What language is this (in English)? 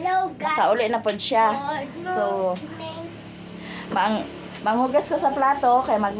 Cebuano